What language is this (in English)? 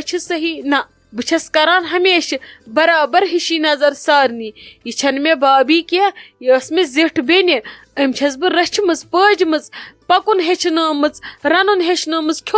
Kashmiri